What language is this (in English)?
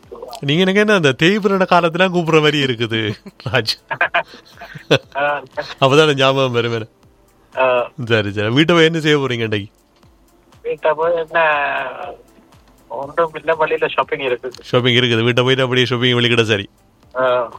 Tamil